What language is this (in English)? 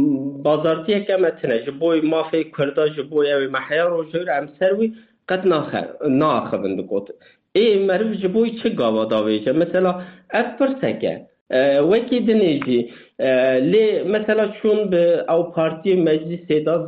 Kurdish